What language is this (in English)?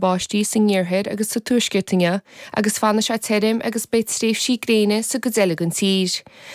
Irish